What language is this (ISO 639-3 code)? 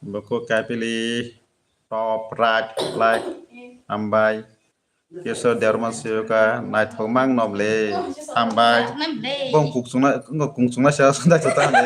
trp